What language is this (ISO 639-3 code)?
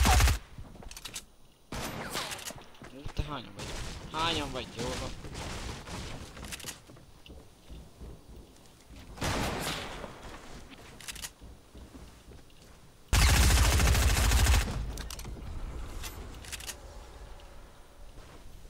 hun